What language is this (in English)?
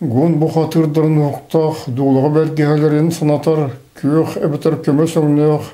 Yakut